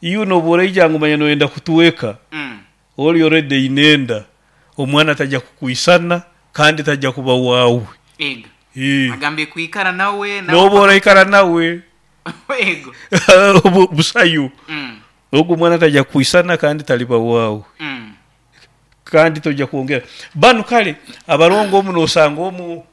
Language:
Nyoro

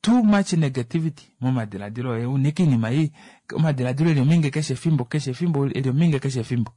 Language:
Kuanyama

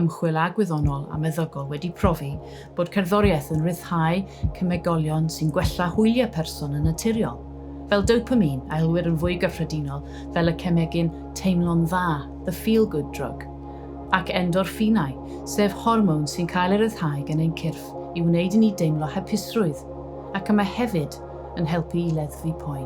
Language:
Welsh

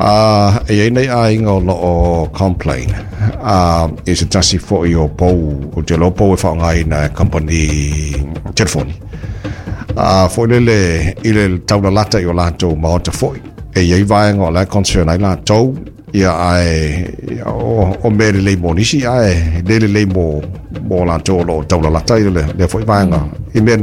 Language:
Samoan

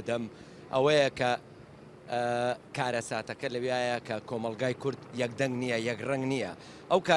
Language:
Central Kurdish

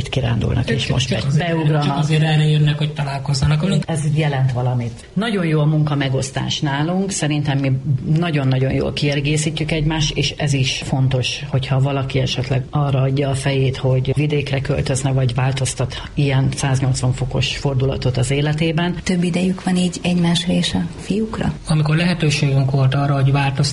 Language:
Hungarian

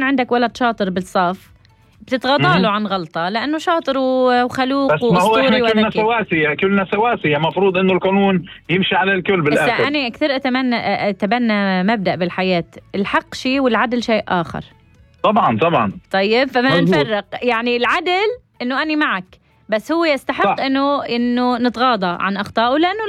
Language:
North Levantine Arabic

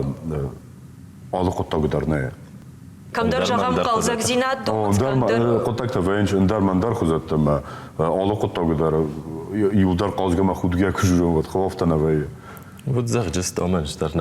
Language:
Ossetic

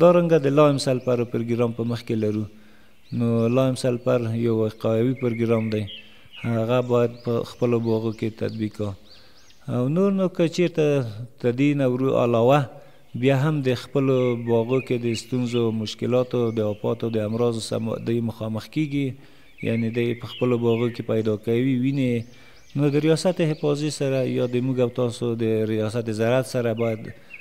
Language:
Pashto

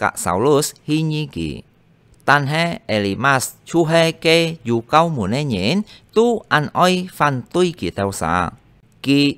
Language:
Hakka Chinese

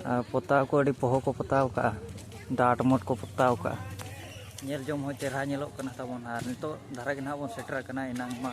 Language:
Santali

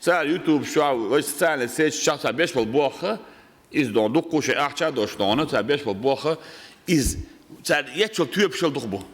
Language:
Chechen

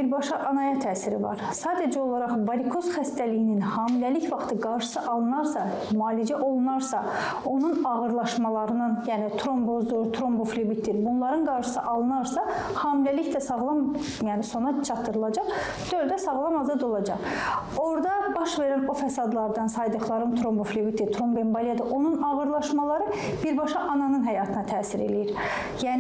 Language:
Azerbaijani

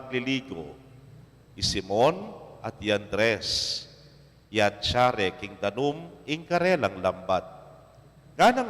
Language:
Pampanga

